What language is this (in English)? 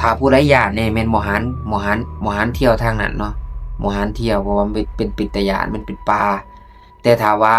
Lao